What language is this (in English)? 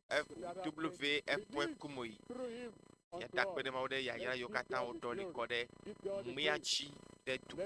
Ewe